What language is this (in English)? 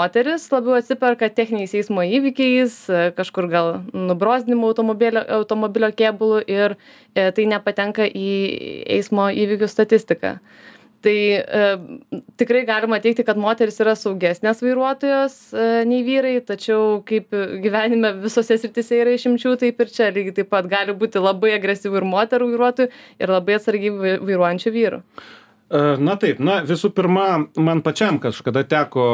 Lithuanian